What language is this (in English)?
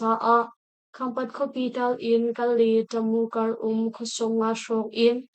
Hakha Chin